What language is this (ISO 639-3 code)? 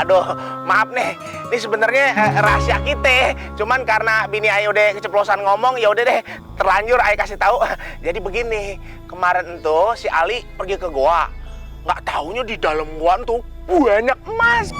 bew